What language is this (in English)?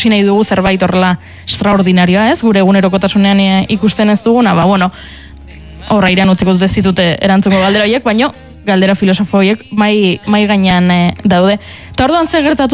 Basque